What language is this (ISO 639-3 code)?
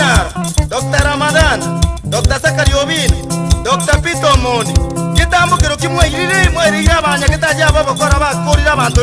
guz